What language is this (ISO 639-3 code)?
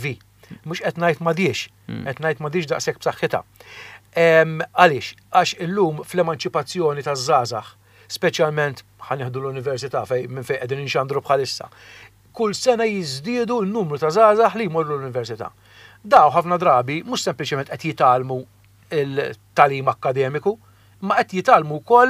mlt